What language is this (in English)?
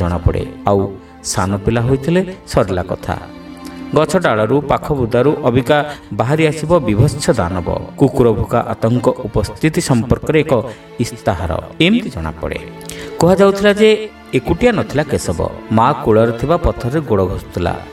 Odia